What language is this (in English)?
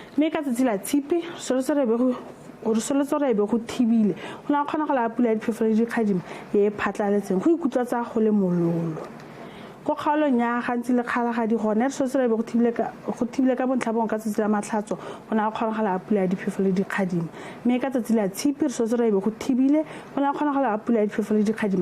Tswana